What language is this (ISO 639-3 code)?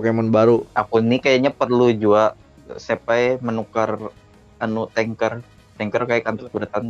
bjn